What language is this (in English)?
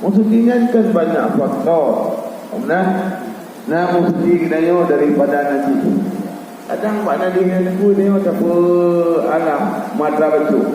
Achinese